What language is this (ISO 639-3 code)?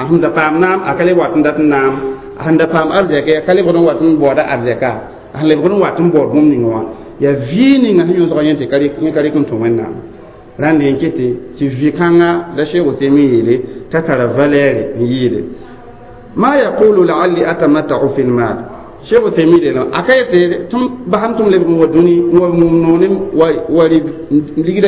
mos